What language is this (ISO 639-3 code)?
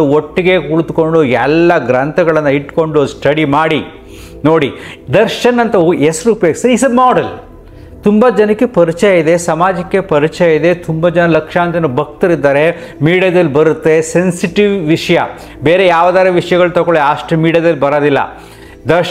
kan